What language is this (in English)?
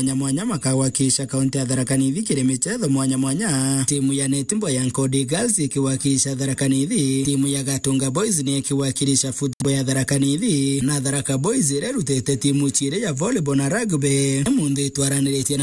Meru